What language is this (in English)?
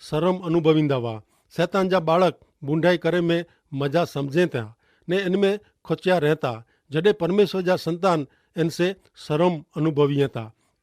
Kachhi